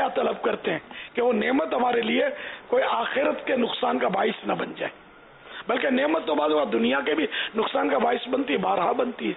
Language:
Urdu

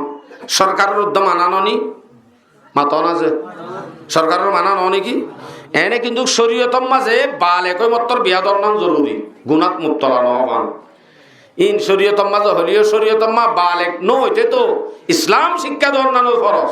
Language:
Rohingya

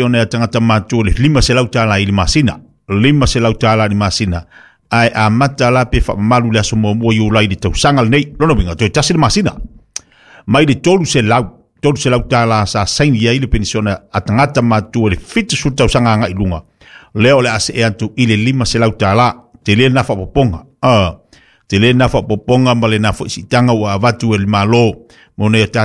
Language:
Samoan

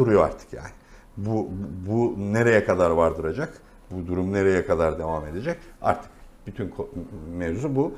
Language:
Turkish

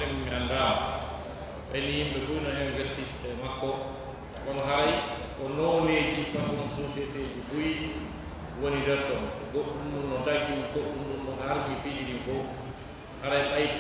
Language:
Pular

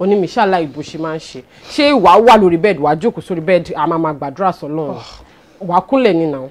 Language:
Yoruba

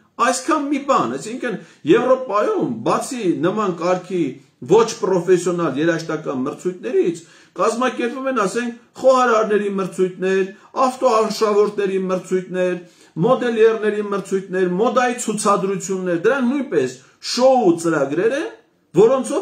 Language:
Armenian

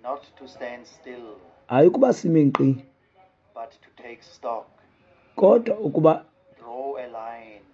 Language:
Xhosa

